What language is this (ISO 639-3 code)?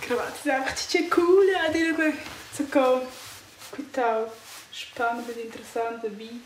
roh